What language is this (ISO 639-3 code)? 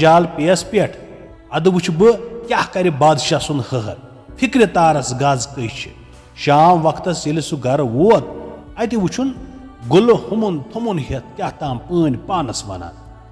kas